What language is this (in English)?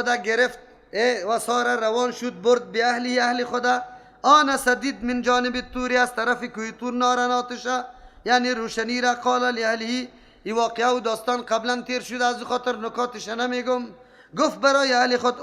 Persian